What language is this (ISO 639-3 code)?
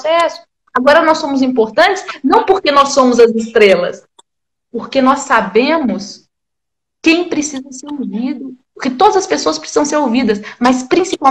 por